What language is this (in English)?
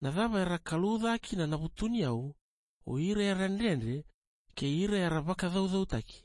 Fijian